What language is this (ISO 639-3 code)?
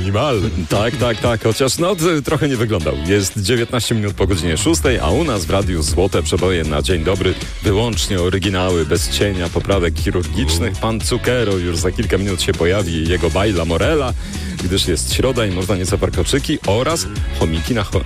pol